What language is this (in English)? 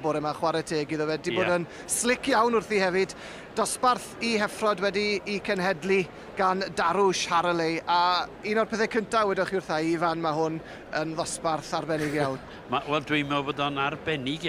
Welsh